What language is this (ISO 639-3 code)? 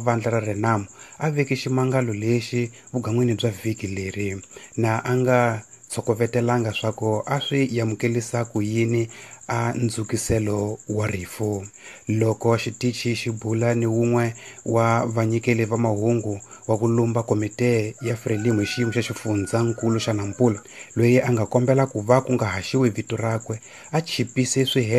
tso